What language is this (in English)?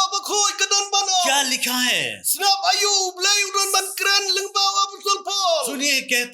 Khasi